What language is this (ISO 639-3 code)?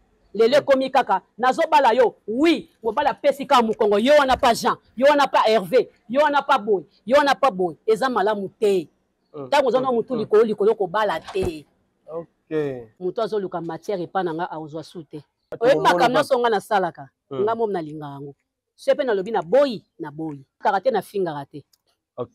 lin